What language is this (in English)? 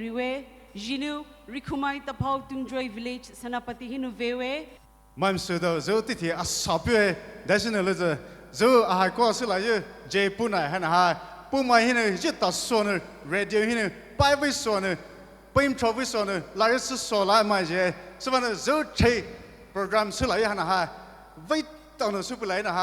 Poumei Naga